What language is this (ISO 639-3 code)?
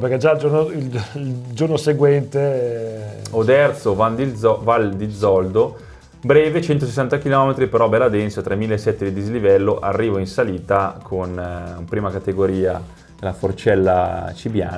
ita